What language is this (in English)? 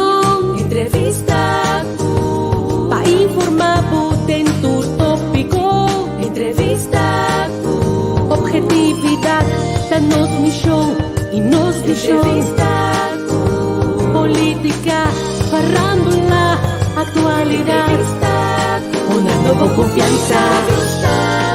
Papiamento